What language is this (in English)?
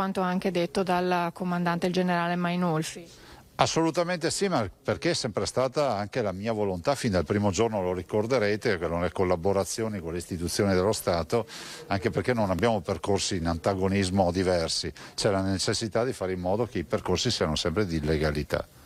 Italian